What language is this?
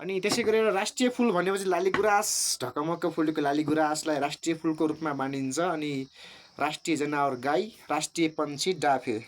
Nepali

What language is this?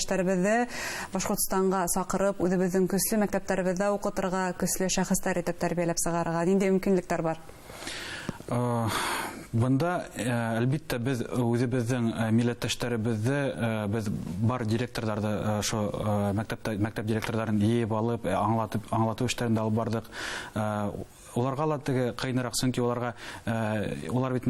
Bashkir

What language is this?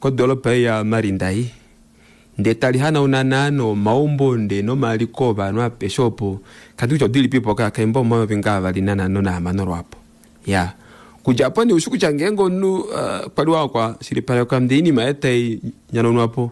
Kuanyama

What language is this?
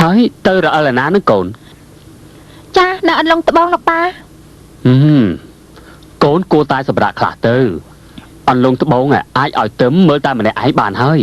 Khmer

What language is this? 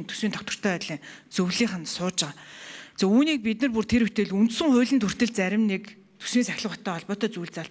Mongolian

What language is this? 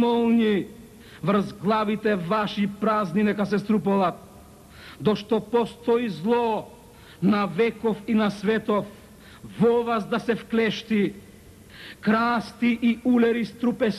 Macedonian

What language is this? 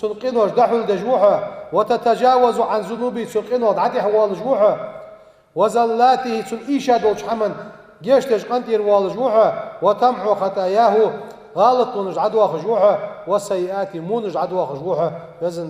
Ingush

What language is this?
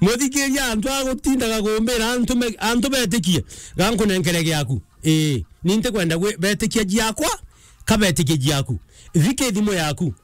Meru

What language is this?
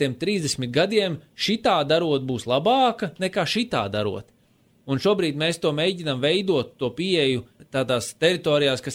Latvian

